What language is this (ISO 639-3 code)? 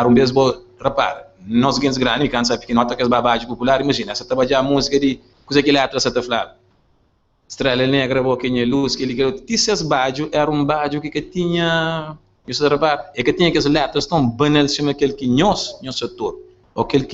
kea